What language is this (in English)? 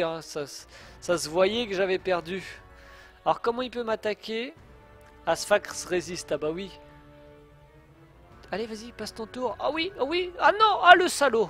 French